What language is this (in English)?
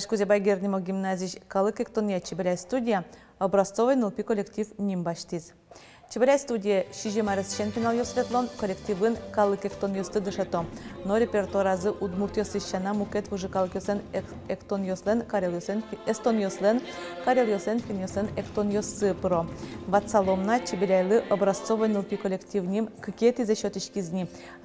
Udmurt